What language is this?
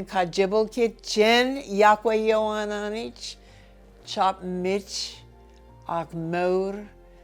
Marshallese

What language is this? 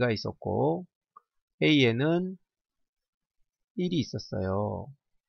Korean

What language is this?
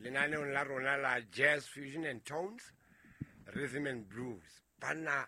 Southern Sotho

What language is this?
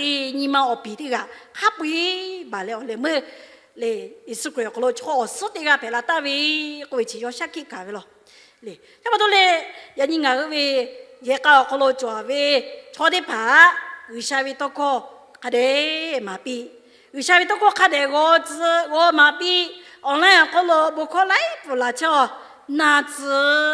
Lahu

